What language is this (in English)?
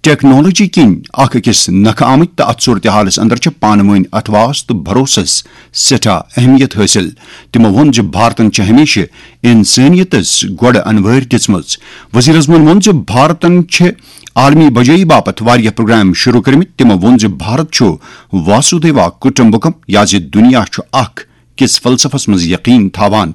Kashmiri